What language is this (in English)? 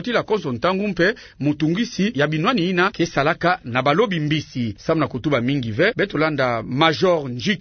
Kituba (Democratic Republic of Congo)